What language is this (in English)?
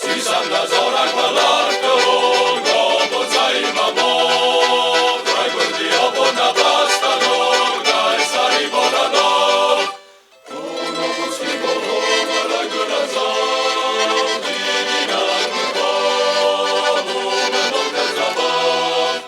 Ossetic